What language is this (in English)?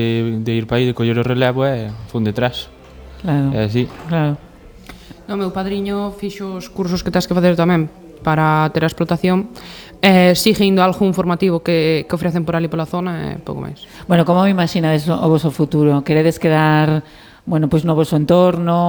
Galician